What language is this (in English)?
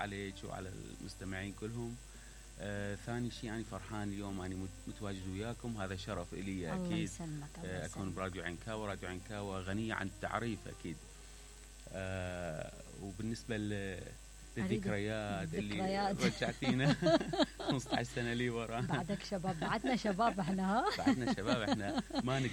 Mesopotamian Arabic